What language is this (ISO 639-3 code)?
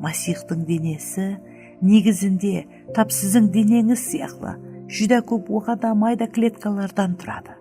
kaa